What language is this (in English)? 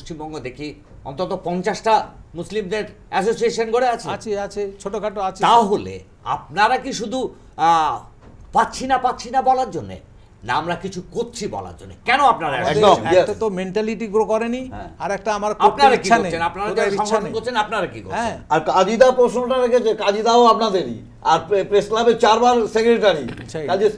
Bangla